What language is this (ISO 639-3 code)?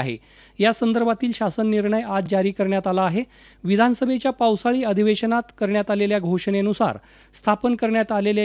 mar